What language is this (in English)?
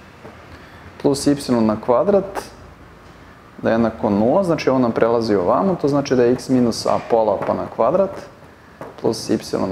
Serbian